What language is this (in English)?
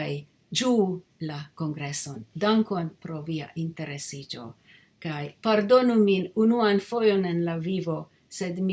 Esperanto